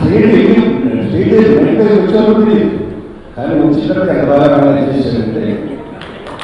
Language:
Telugu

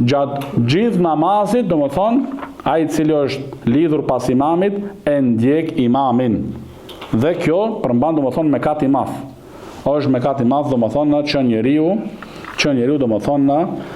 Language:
Albanian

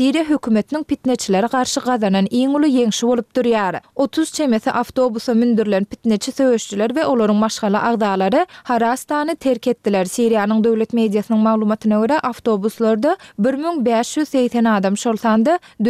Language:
Turkmen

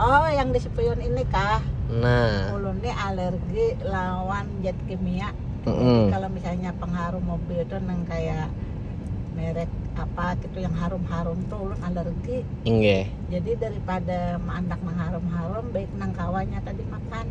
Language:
Banjar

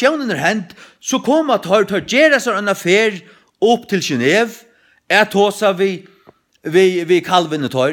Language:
Faroese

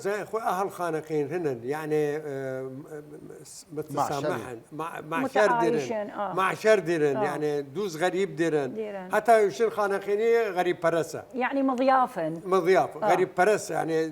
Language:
Southern Kurdish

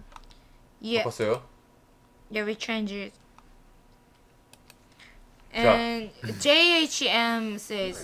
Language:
English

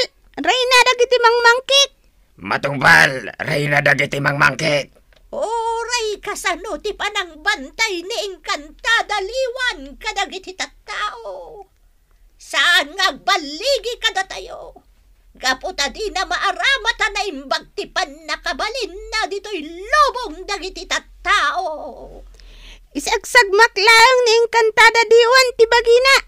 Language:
Iloko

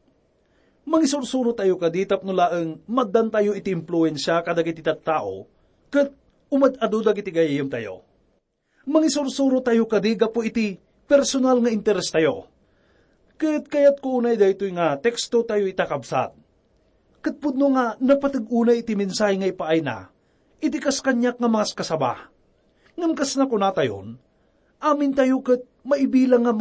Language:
Iloko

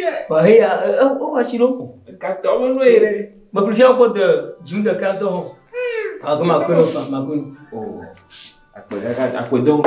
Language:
Ewe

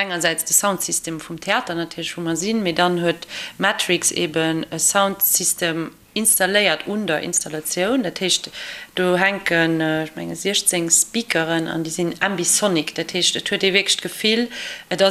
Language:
Luxembourgish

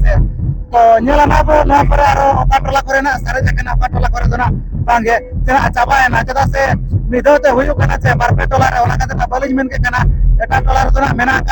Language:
Santali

